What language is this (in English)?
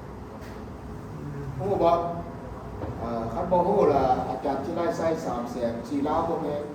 Lao